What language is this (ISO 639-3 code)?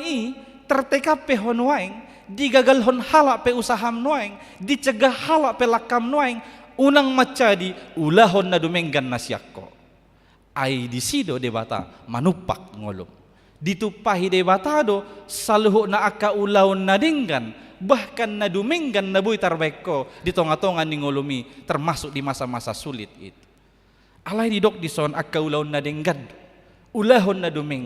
bbc